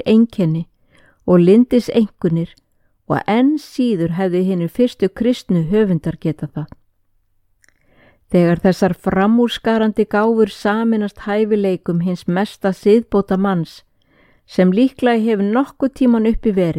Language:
Icelandic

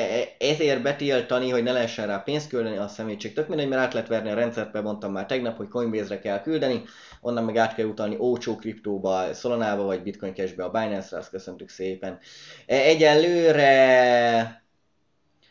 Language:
Hungarian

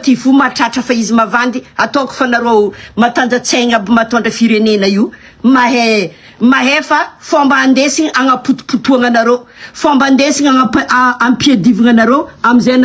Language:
Malagasy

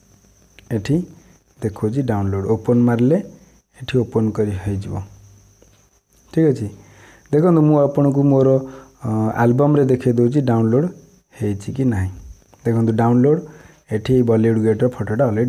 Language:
Odia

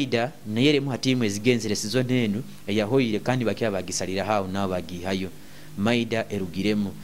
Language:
Nyoro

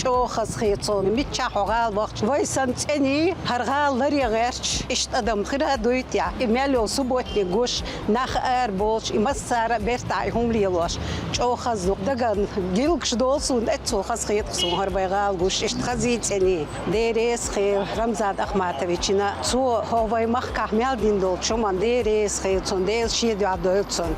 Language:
Chechen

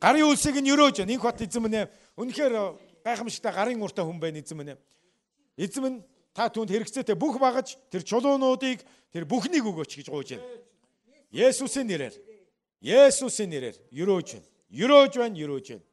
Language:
Mongolian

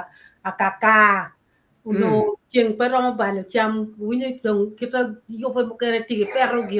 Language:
Acoli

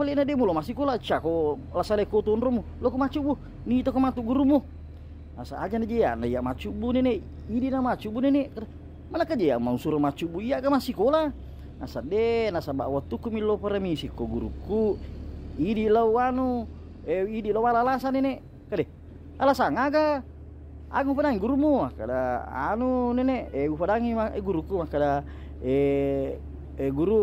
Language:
Buginese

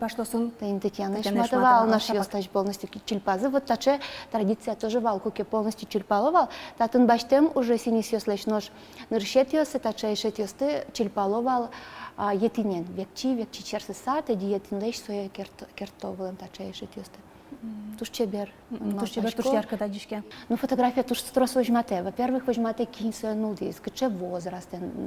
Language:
Udmurt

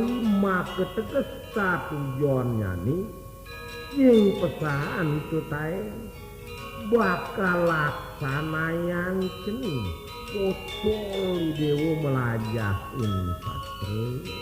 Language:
Balinese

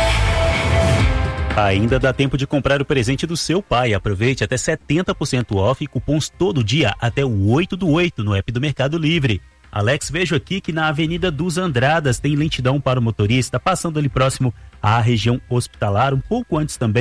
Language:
Portuguese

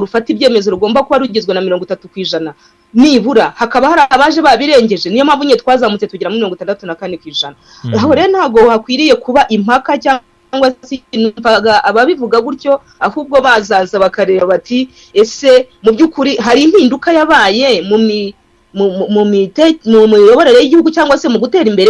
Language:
Kinyarwanda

